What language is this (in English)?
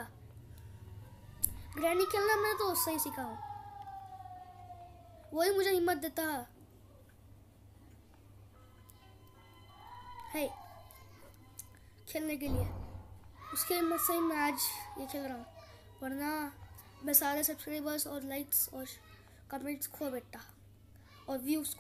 Hindi